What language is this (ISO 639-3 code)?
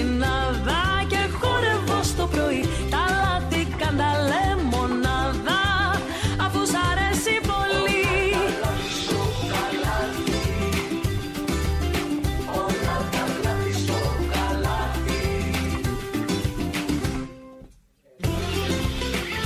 ell